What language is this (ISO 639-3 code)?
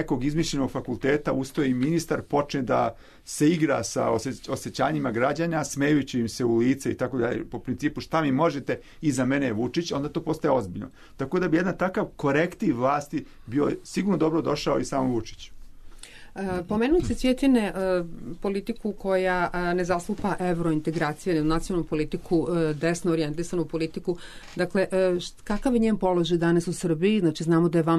srp